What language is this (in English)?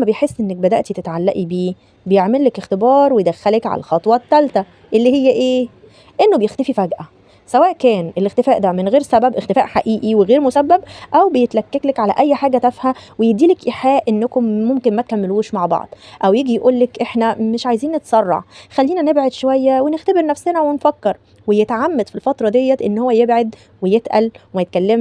Egyptian Arabic